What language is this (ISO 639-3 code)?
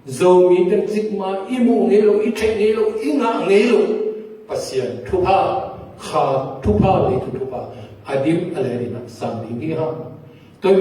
ctd